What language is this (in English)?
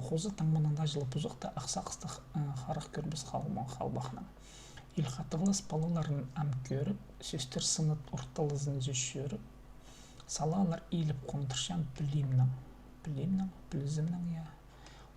Khakas